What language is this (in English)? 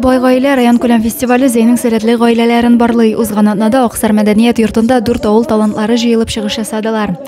Tatar